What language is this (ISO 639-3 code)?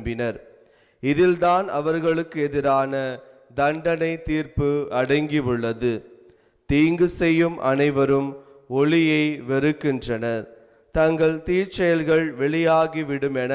tam